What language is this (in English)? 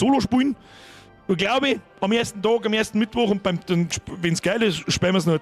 Bavarian